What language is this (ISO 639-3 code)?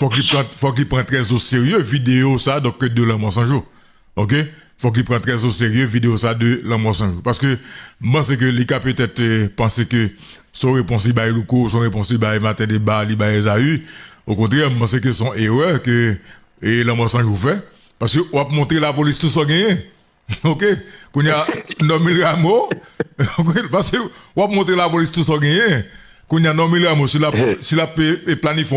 hat